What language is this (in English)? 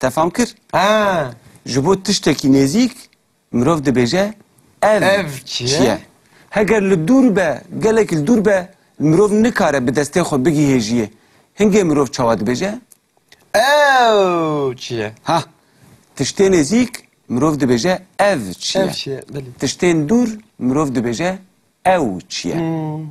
Kurdish